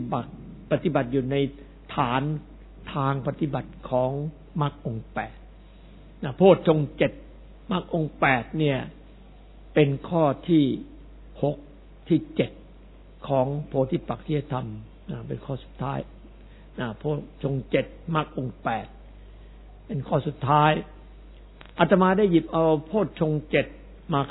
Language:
Thai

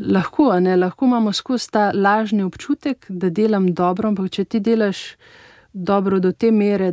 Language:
Slovenian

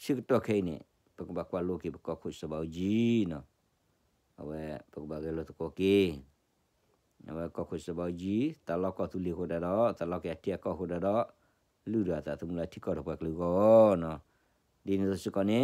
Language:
S'gaw Karen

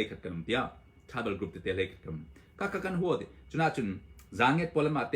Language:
Hakha Chin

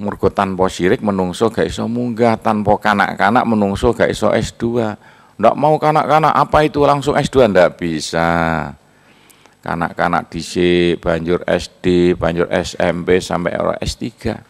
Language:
Javanese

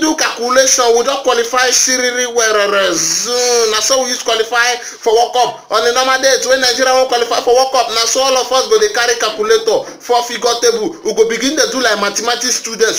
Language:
Nigerian Pidgin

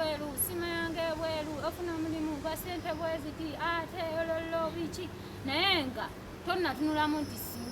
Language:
Ganda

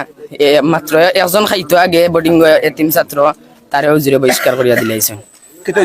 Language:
Sylheti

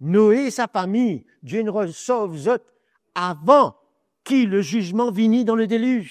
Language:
Morisyen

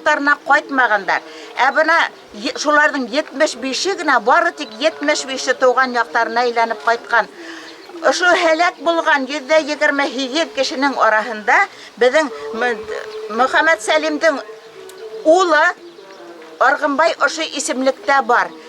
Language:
Bashkir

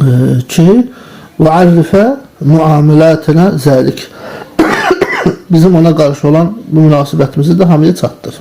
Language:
Azerbaijani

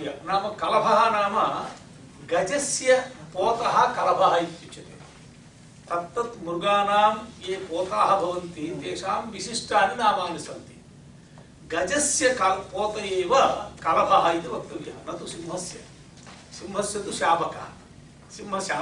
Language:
Sanskrit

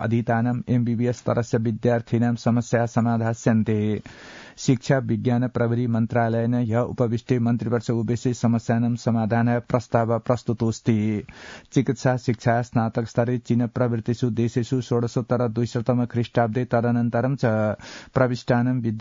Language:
Sanskrit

